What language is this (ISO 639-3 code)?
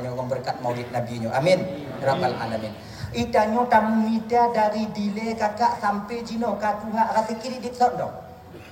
ace